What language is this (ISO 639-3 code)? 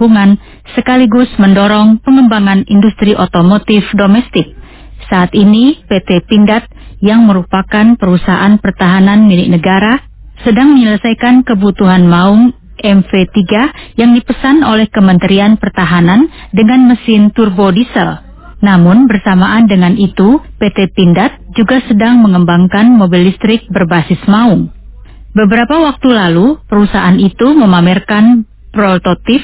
ind